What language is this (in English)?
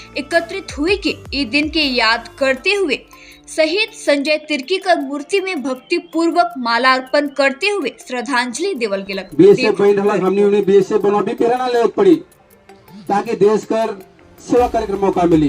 Sadri